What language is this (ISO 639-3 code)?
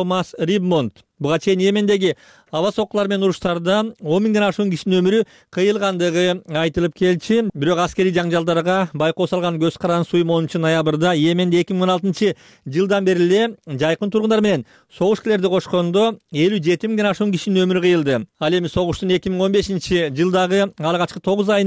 kir